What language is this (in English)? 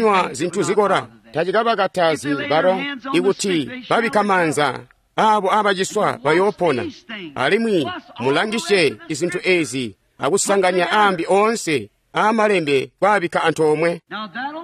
Tonga (Zambia)